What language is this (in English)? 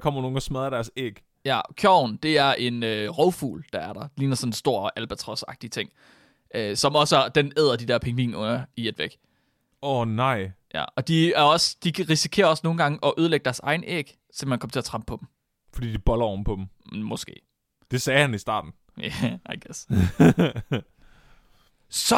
Danish